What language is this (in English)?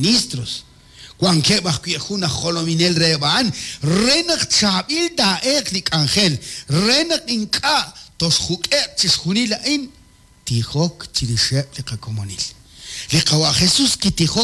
Kekchí